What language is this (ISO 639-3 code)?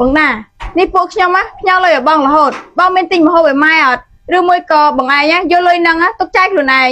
khm